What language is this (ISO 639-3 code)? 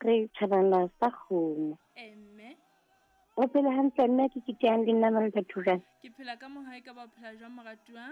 sot